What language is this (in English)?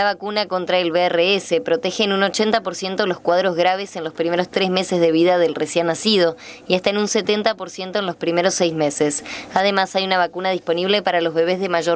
Spanish